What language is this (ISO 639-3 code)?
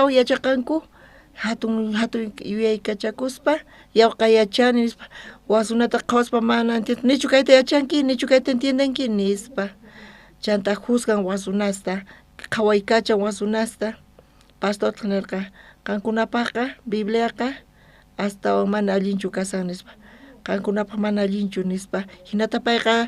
quh